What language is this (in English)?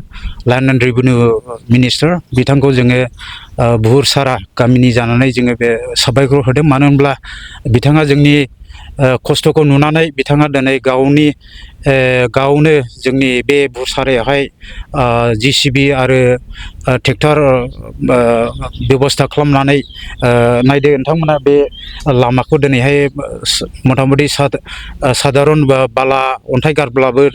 Bodo